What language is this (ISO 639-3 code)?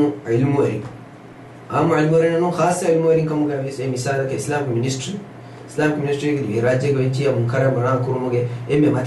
div